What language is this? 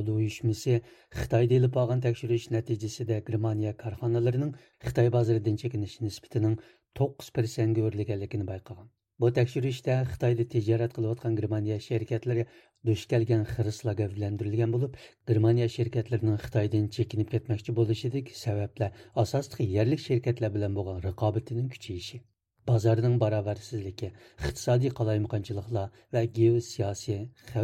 Uyghur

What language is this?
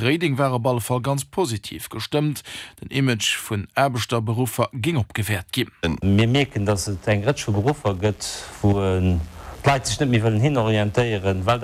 Luxembourgish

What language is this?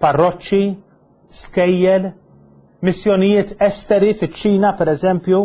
Maltese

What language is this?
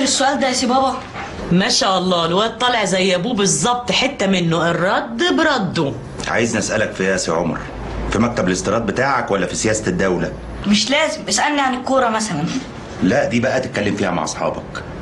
Egyptian Arabic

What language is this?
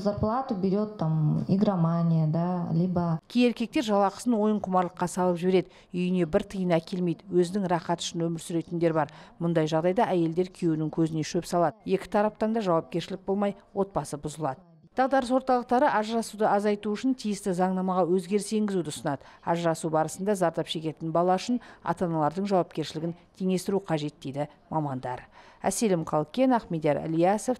Kazakh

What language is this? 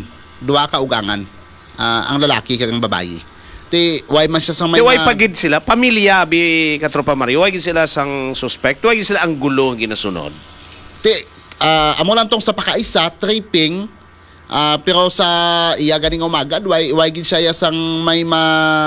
Hiligaynon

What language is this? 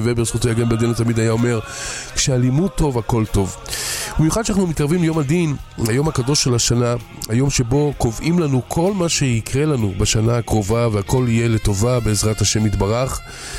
Hebrew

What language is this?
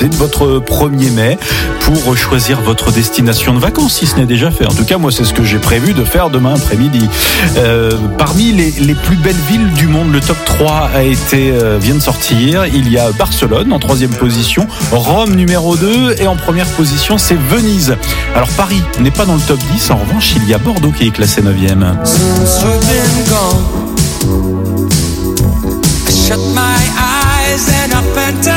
French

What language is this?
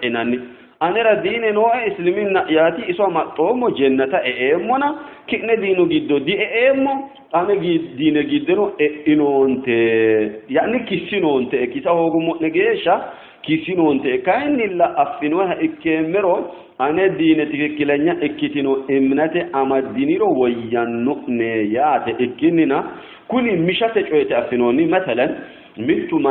Sidamo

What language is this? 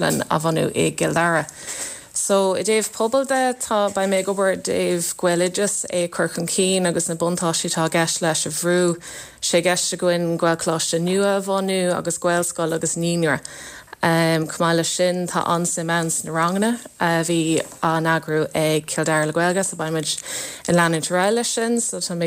Irish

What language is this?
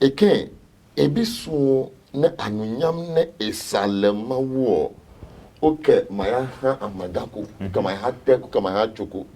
Adangme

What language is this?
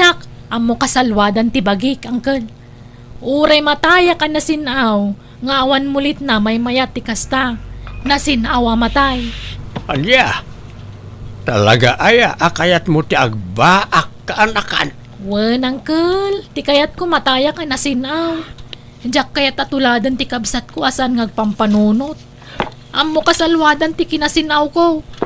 Iloko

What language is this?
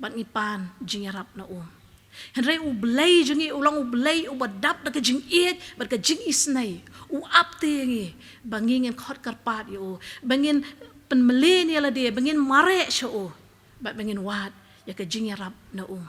Khasi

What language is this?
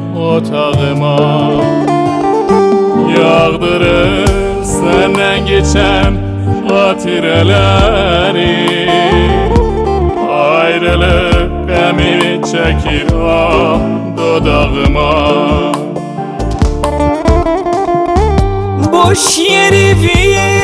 Turkish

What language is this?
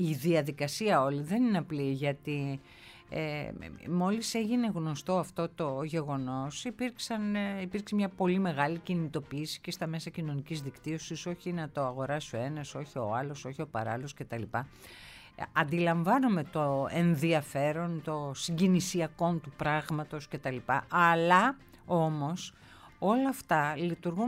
Greek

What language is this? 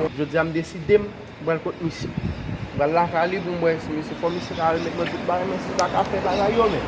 Haitian Creole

